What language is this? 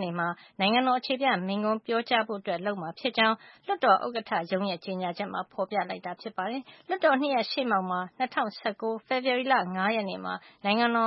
Burmese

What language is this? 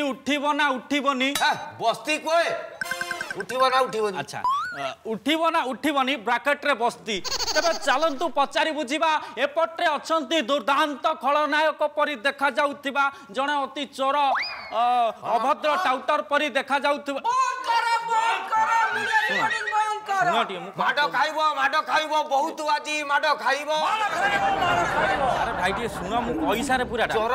Odia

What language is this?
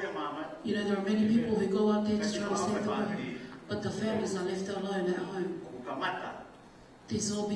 Tongan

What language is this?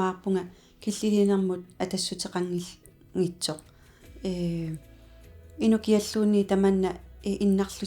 Kalaallisut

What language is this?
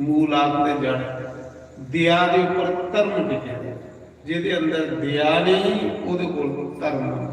Dogri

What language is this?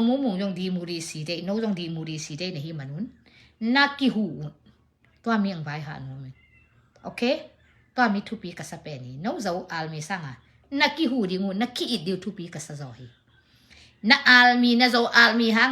Tedim Chin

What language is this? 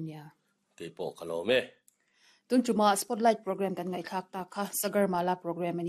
Mizo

